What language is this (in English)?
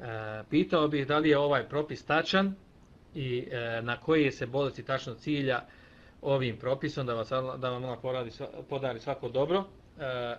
Bosnian